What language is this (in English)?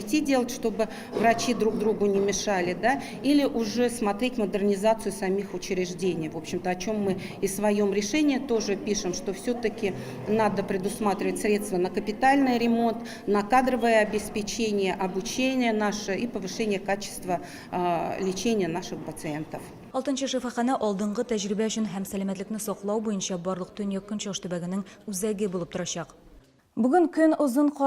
Tatar